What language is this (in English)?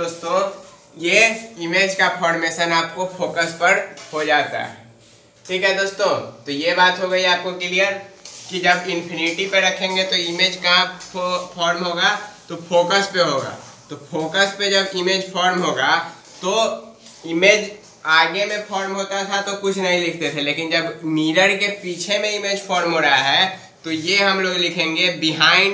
Hindi